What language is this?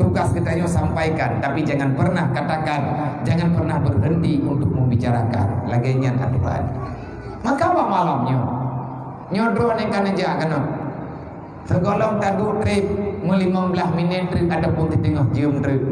Achinese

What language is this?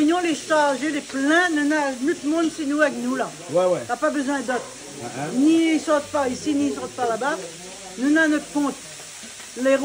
Réunion Creole French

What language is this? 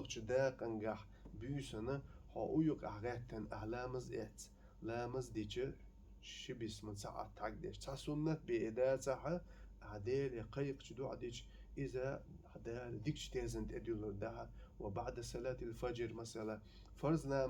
Chechen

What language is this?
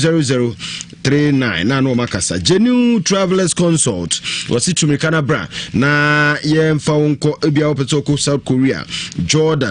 Akan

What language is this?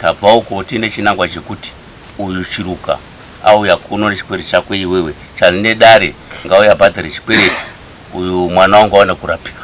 Shona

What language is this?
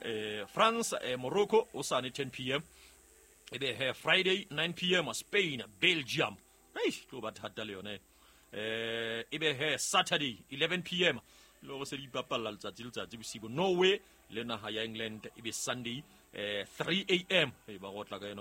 Southern Sotho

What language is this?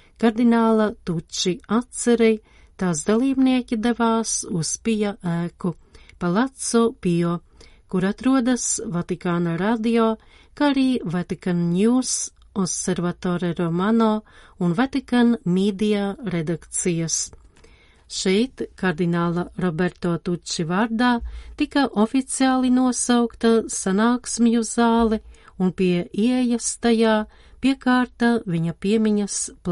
Latvian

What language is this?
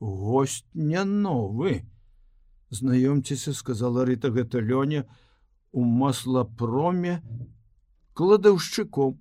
Belarusian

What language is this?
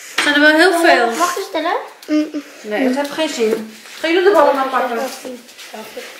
Dutch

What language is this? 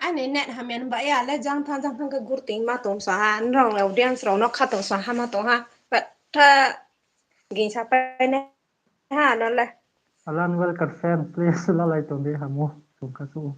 Riang (India)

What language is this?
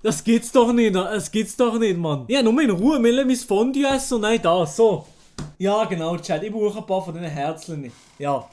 Swiss German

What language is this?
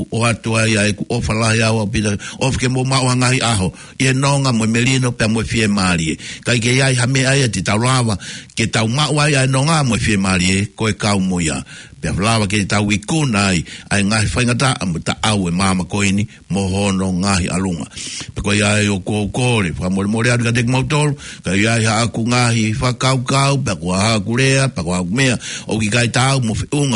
Tongan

